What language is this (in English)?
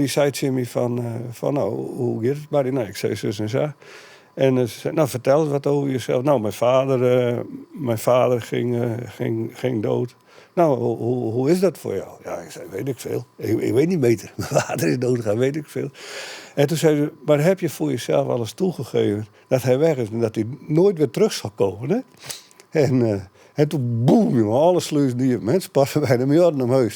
Western Frisian